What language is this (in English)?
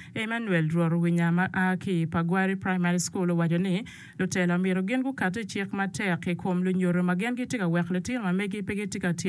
Acoli